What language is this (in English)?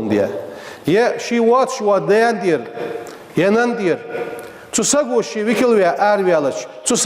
Ingush